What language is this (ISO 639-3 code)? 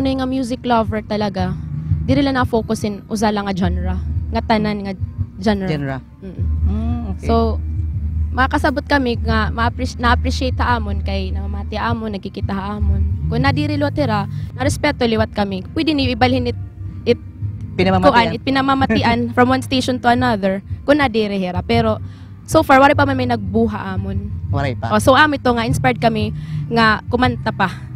war